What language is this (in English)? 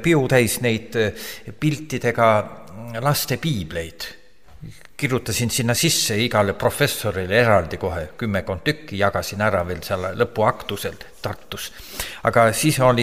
Estonian